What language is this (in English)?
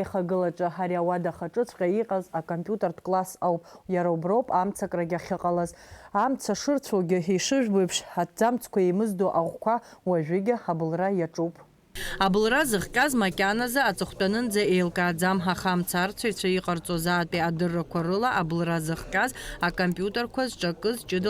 Abkhazian